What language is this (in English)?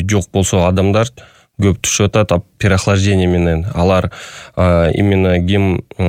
Kyrgyz